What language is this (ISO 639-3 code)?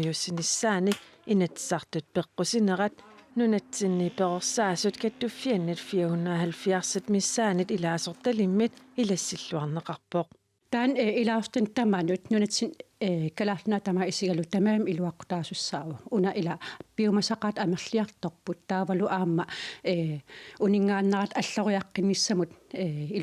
kal